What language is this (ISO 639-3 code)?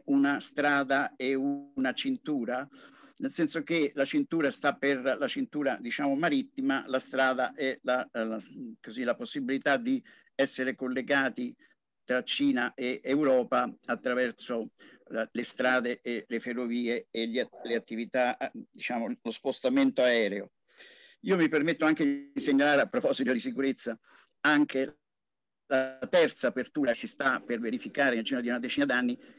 ita